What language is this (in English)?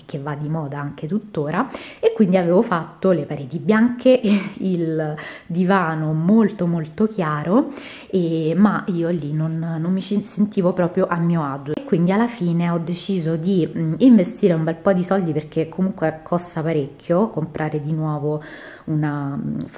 Italian